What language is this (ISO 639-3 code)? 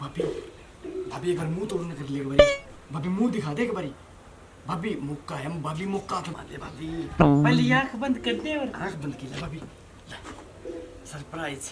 bgc